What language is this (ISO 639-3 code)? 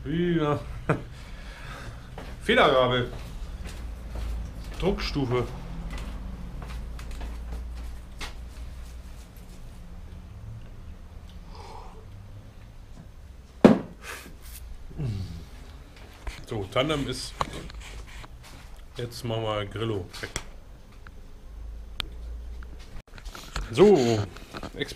deu